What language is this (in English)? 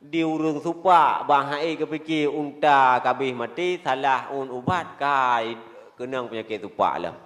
Achinese